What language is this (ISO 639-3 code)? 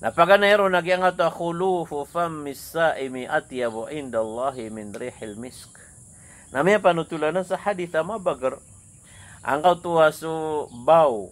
mrw